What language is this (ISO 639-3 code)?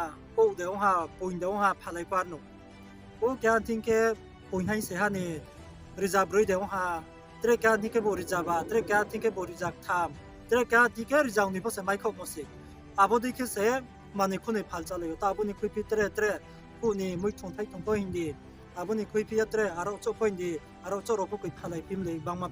ria